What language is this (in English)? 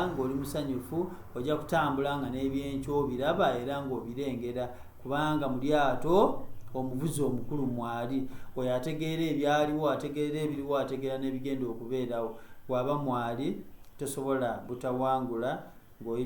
Ganda